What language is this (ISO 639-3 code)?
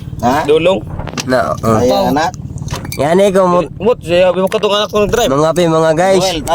ceb